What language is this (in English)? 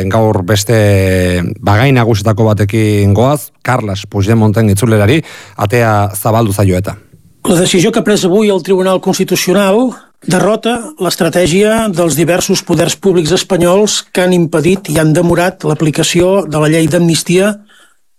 Basque